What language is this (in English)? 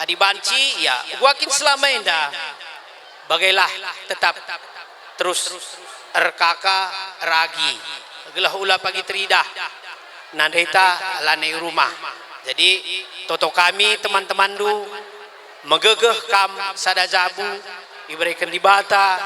Batak Karo